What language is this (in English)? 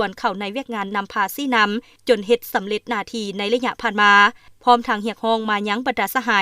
Lao